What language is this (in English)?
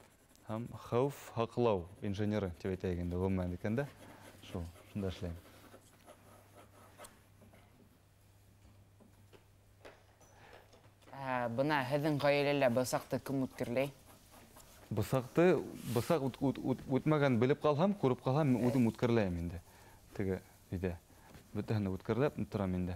Bashkir